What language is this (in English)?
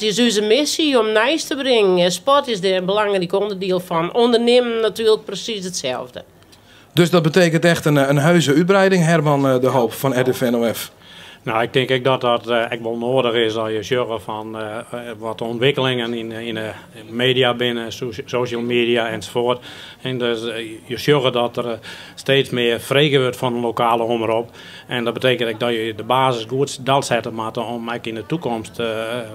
Western Frisian